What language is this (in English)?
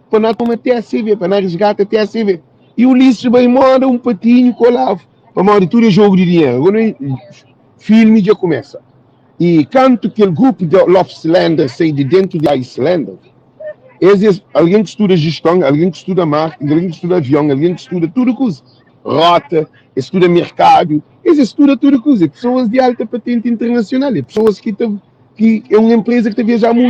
Kabuverdianu